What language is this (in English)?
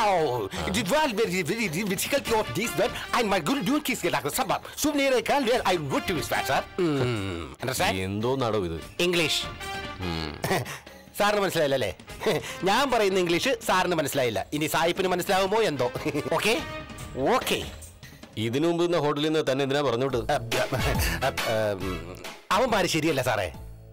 Malayalam